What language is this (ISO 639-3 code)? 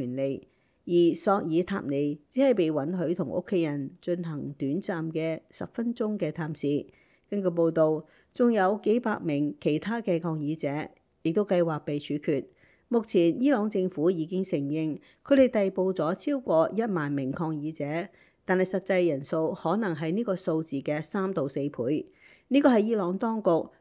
yue